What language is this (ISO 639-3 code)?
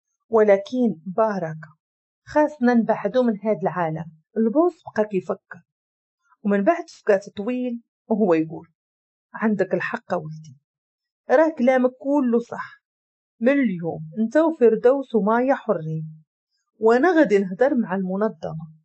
ary